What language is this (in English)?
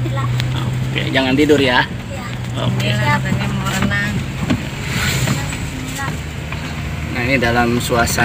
Indonesian